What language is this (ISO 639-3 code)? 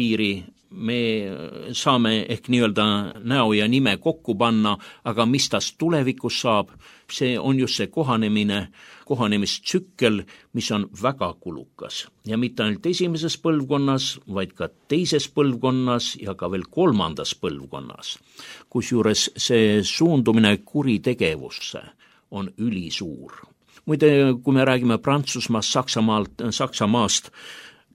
est